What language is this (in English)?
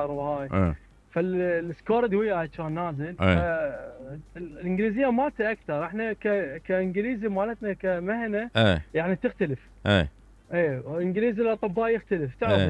Mesopotamian Arabic